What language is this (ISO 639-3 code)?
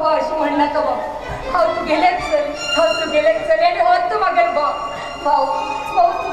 kok